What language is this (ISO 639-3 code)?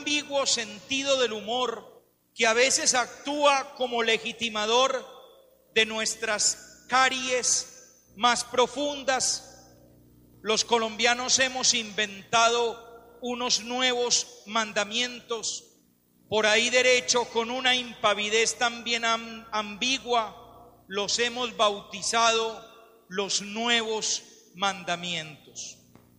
spa